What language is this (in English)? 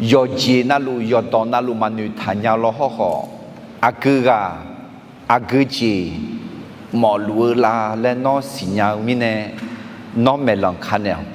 Akha